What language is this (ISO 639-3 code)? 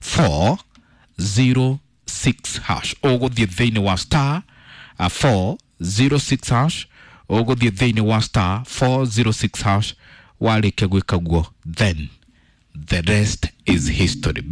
kik